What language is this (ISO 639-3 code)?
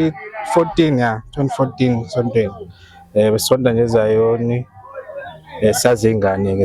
zul